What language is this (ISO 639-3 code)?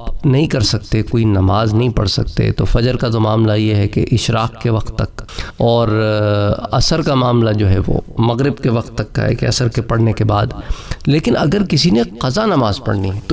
urd